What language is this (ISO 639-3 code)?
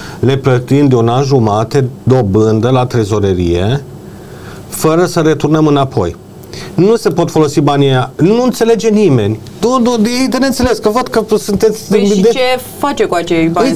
ron